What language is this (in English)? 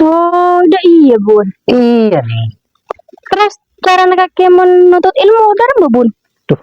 Madurese